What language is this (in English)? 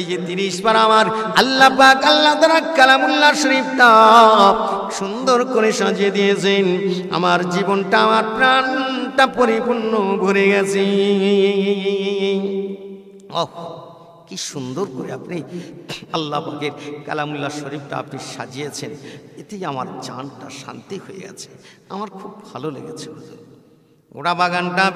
Bangla